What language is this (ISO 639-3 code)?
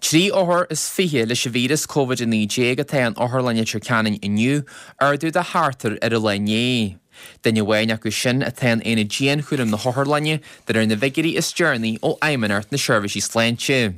gle